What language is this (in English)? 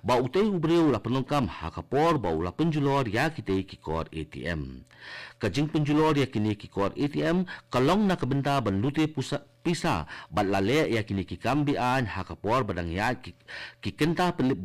Khasi